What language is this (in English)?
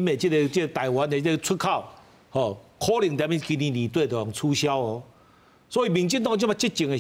Min Nan Chinese